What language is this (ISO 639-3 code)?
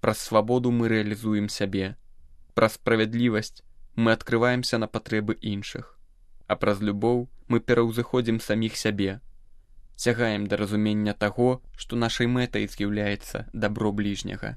bel